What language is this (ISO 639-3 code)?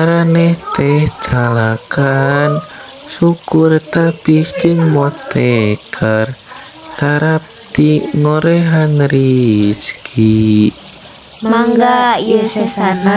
sun